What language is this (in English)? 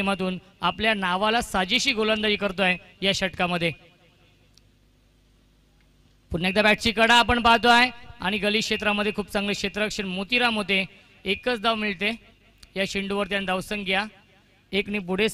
Marathi